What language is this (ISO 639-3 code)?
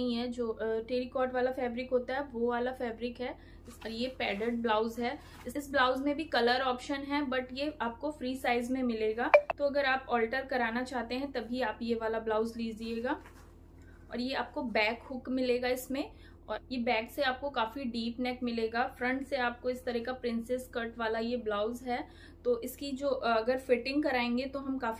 hin